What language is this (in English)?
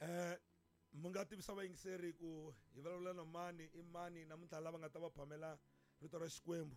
Tsonga